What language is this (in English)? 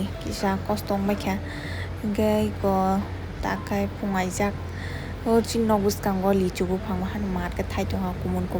Kok Borok